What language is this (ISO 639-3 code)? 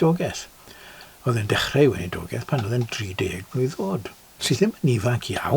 cym